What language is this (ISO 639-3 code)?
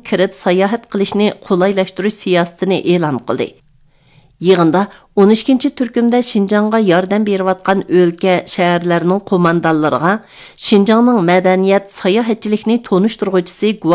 uig